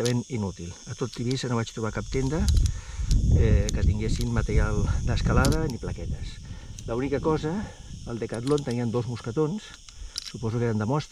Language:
Catalan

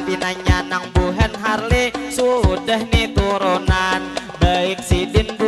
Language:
Banjar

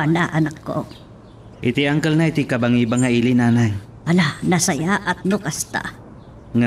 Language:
Iloko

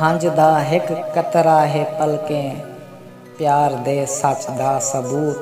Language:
Saraiki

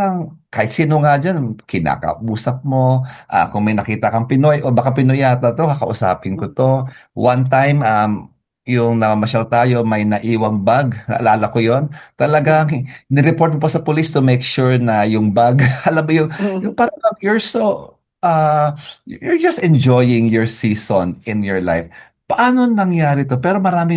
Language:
Filipino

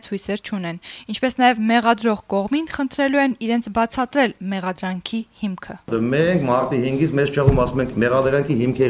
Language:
Armenian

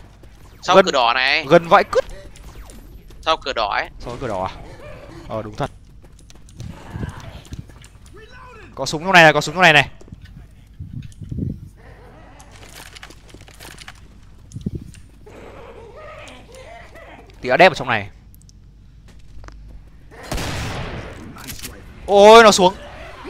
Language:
Vietnamese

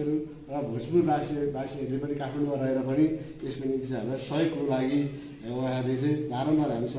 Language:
Nepali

